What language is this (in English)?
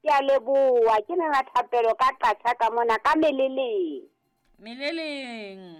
Southern Sotho